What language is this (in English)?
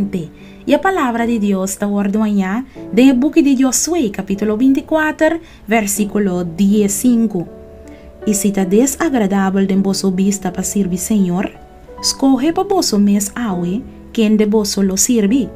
Papiamento